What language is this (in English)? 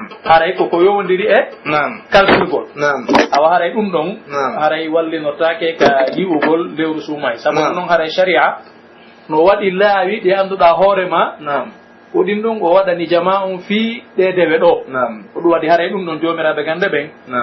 Pular